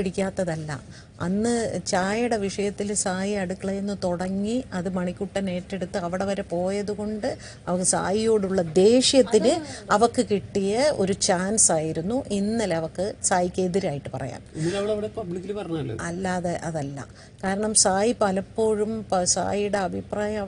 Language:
Malayalam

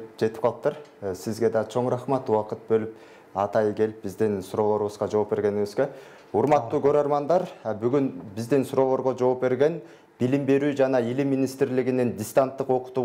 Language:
Kyrgyz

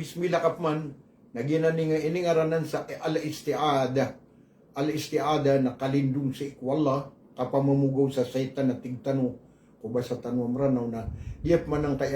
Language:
Maranao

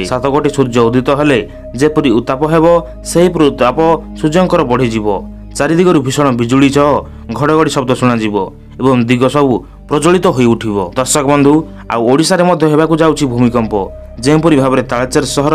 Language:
Odia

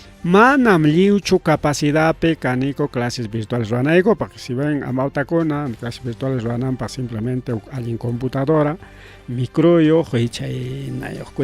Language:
Ayacucho Quechua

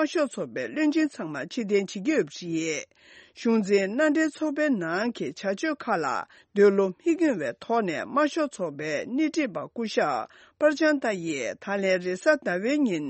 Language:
Tibetan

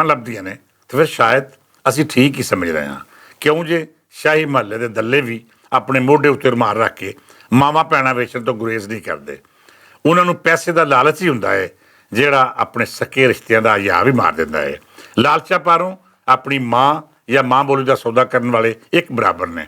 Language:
Western Panjabi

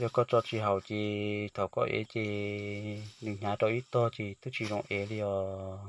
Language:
Hmong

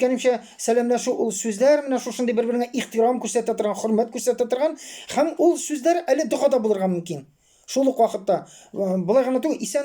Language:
Tatar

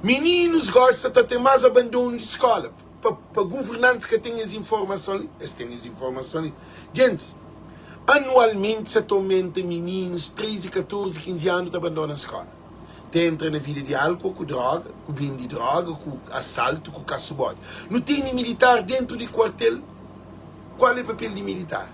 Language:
Kabuverdianu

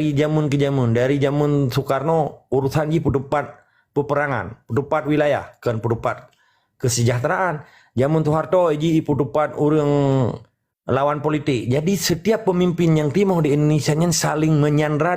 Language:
Achinese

